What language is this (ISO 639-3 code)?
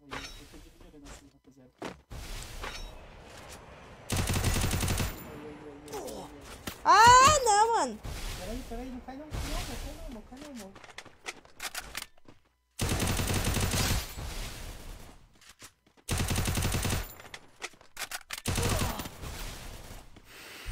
por